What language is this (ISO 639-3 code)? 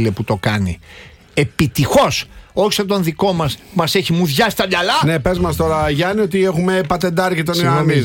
ell